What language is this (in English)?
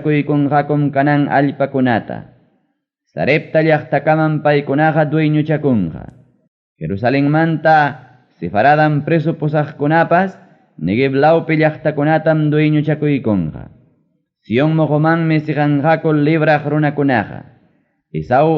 Ayacucho Quechua